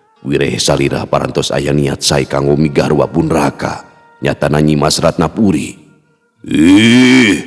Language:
Sundanese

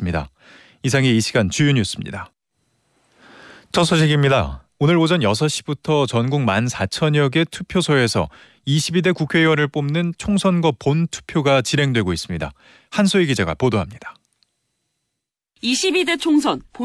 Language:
Korean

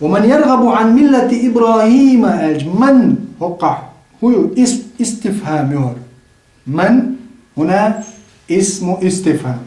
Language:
Chechen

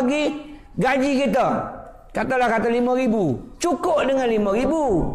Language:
Malay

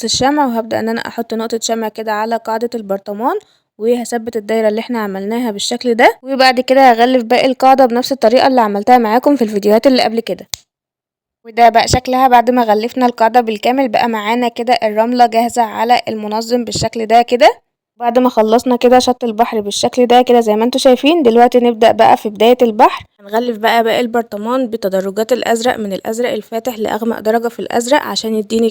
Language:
Egyptian Arabic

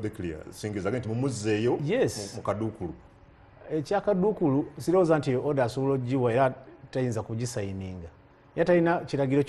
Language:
Ganda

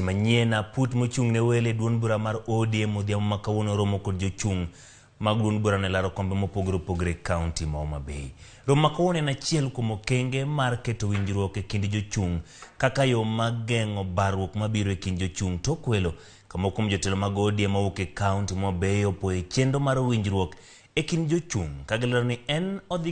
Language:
Luo (Kenya and Tanzania)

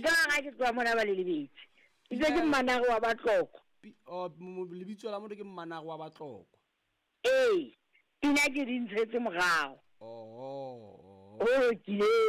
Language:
Southern Sotho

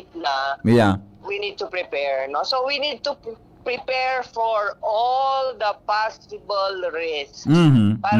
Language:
Bikol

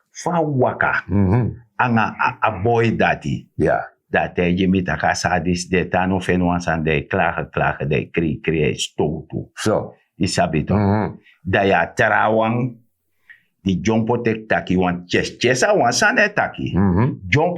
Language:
Sranan Tongo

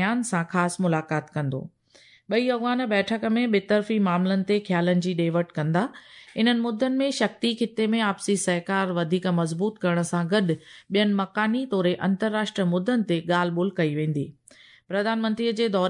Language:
Sindhi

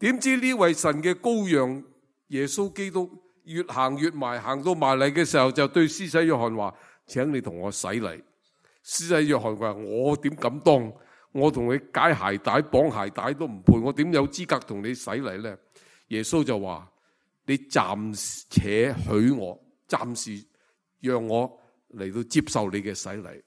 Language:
Cantonese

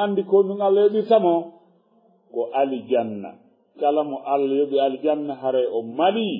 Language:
Fula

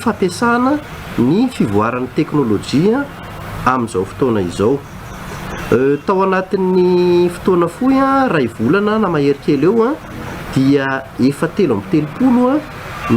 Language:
Malagasy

